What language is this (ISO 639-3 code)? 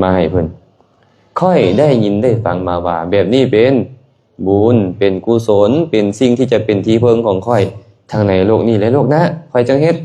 lao